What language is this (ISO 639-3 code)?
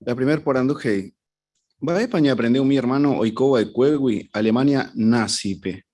grn